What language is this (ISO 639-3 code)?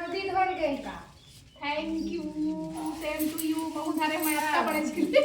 hne